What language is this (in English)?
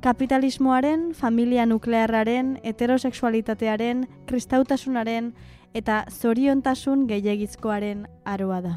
Basque